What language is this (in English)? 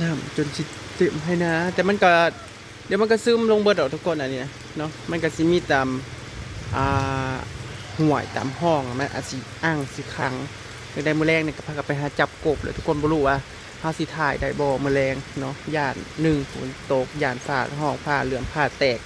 Northeastern Thai